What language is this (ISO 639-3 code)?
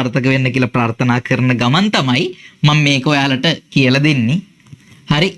sin